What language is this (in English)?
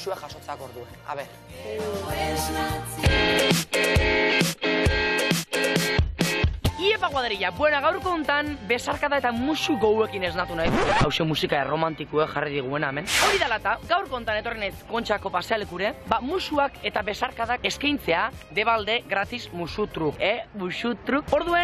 Basque